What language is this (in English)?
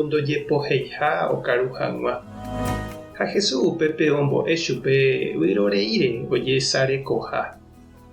Guarani